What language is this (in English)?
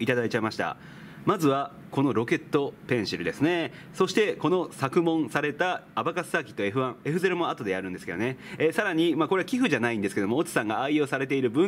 Japanese